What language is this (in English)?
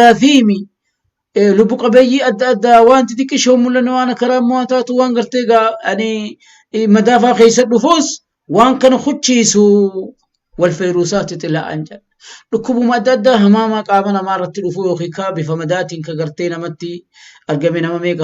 Oromo